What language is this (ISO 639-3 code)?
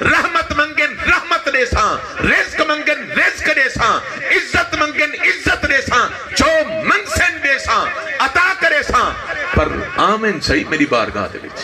skr